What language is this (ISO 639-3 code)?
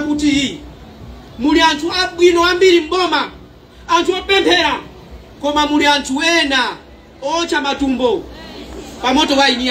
nya